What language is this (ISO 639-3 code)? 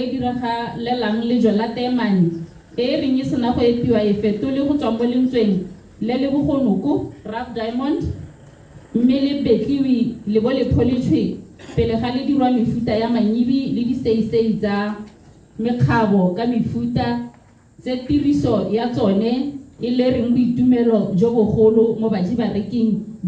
tsn